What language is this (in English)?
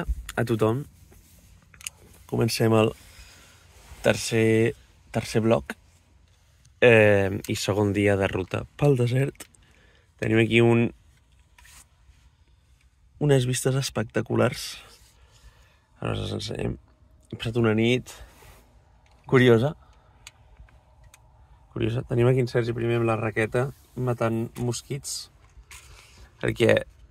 Catalan